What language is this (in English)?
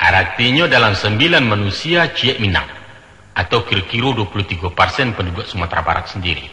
Minangkabau